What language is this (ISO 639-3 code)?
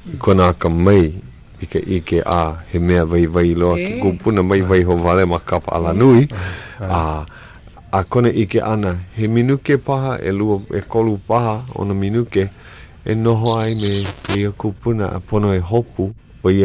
haw